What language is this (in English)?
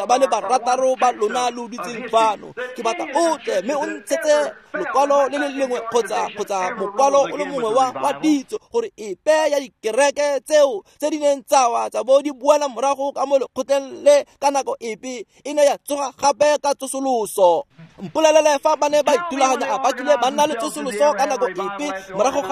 Tswana